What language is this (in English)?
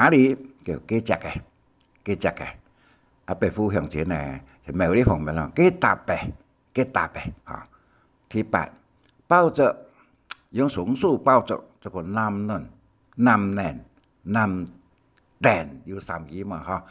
Hakka Chinese